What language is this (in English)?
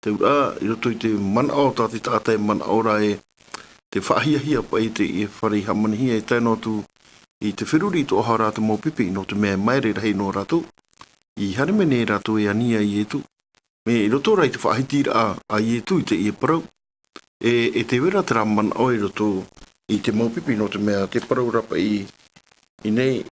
Tahitian